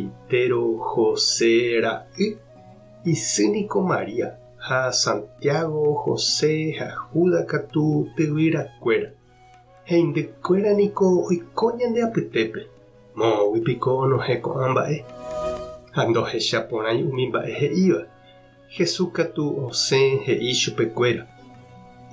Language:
Guarani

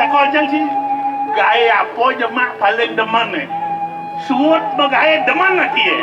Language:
Balinese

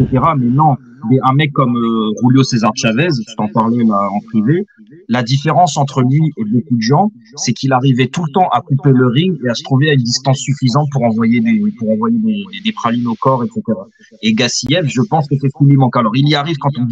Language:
French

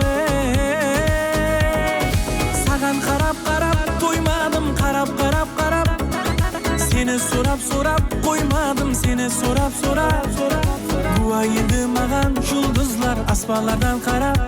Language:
Kara-Kalpak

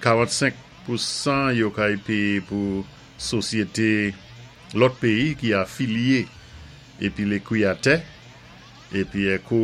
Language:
Saint Lucian Creole French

